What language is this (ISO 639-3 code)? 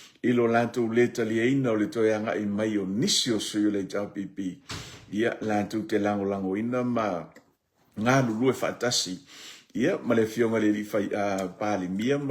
smo